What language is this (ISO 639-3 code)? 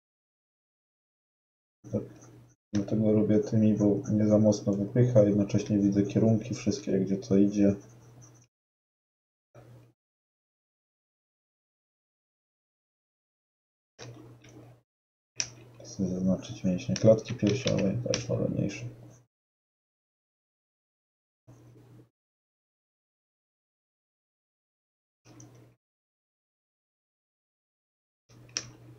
pol